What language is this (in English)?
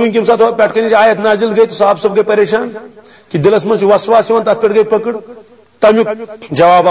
Kashmiri